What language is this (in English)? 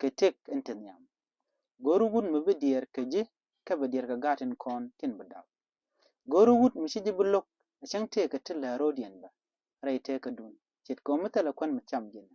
Nuer